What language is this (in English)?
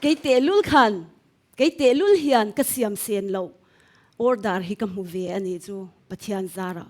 Mizo